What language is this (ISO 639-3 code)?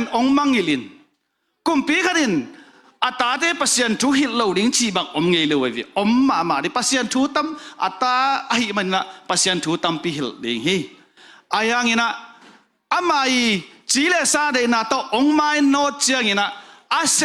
ctd